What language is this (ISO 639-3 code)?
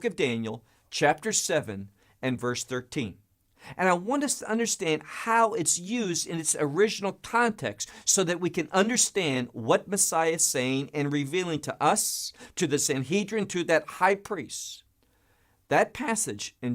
eng